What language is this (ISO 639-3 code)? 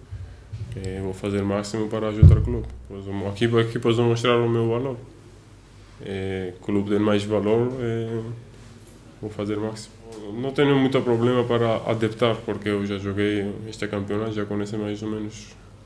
por